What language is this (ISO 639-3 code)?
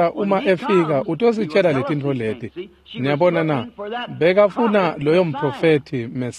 ssw